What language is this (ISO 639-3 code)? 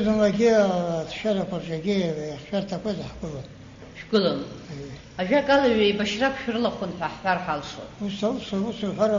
abk